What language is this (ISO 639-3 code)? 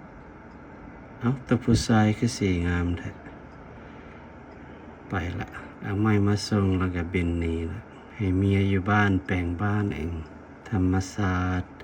lao